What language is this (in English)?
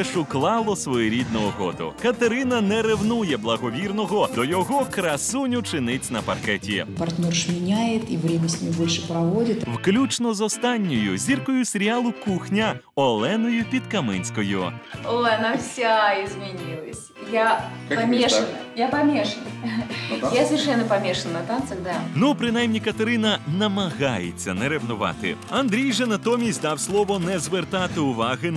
Ukrainian